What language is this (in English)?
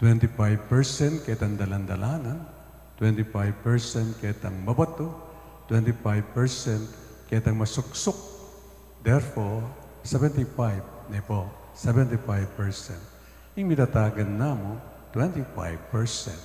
Pampanga